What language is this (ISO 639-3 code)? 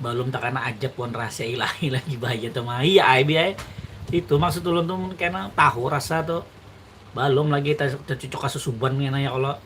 bjn